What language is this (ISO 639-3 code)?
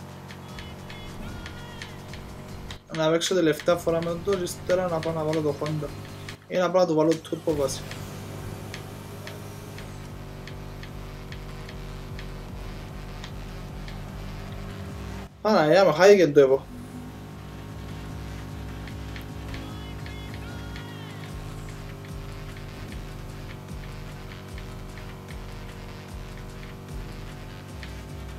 ell